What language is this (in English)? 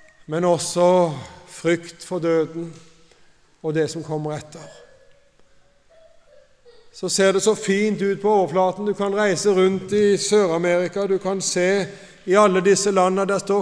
Norwegian